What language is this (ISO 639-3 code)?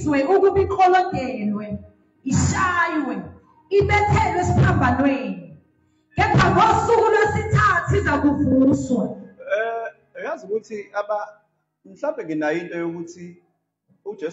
zul